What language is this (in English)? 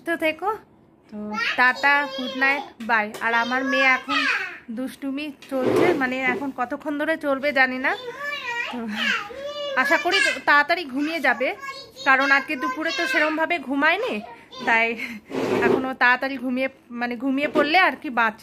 Bangla